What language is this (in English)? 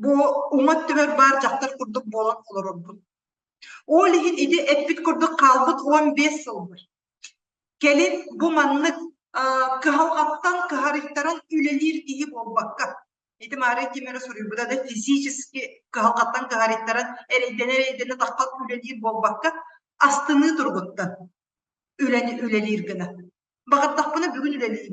Yakut